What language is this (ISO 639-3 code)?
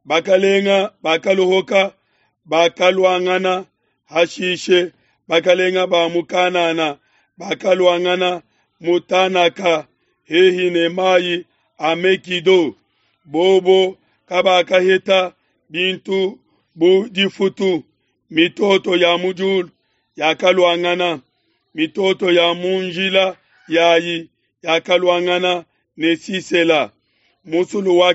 lua